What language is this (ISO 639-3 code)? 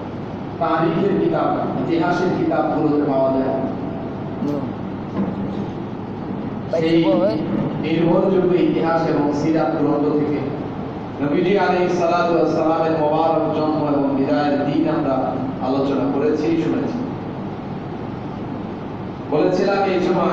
ben